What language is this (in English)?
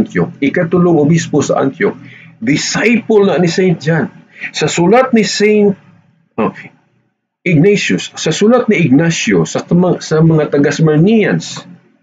Cebuano